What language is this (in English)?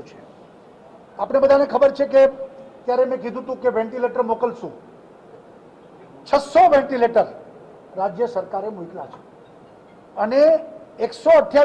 Gujarati